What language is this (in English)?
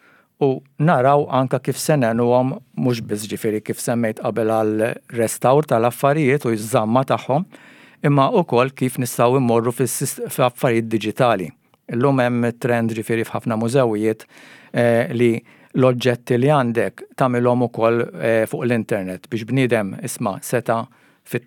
Maltese